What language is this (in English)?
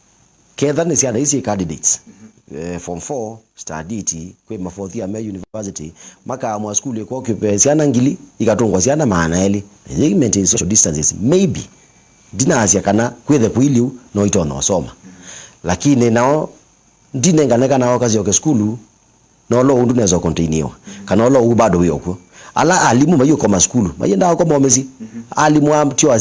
Kamba